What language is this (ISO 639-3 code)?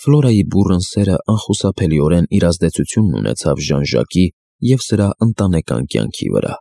hye